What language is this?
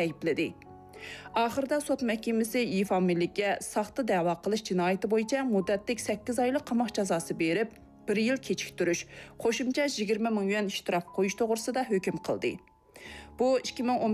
Uyghur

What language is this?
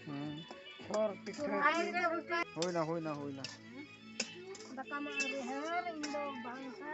Santali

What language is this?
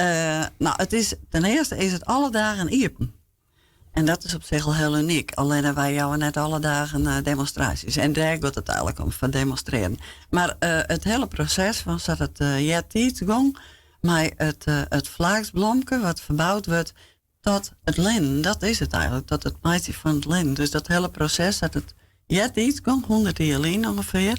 Western Frisian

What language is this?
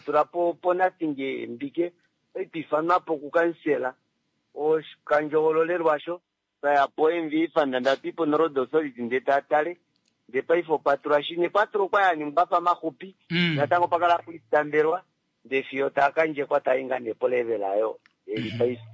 Kuanyama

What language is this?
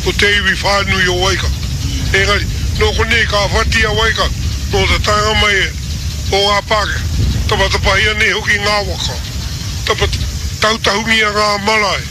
Māori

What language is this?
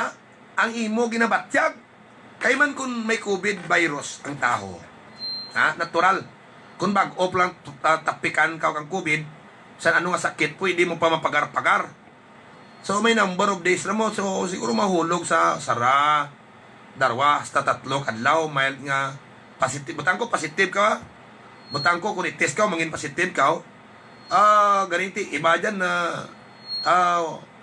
Hiligaynon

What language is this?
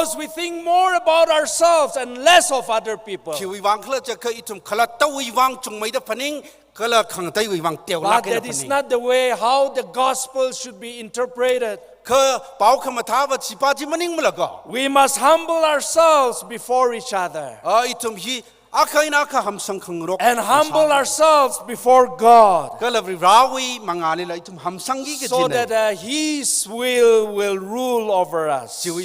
Tangkhul Naga (India)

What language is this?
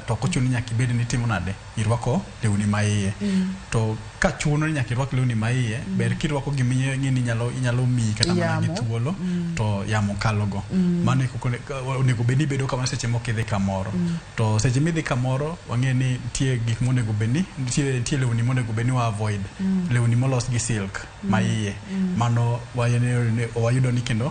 Luo (Kenya and Tanzania)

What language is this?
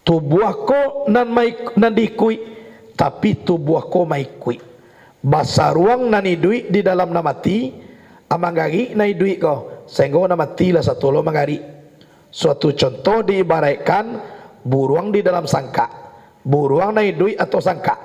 Minangkabau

